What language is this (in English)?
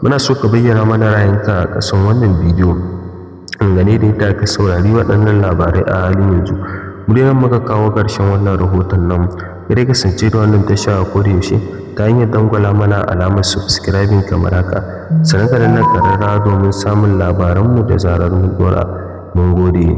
Hausa